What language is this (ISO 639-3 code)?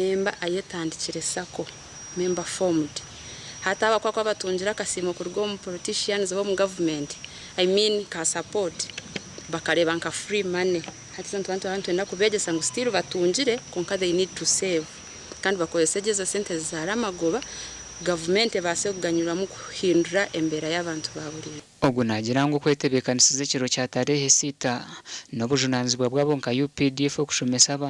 nyn